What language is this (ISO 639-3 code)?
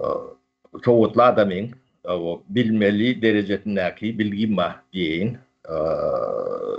tuk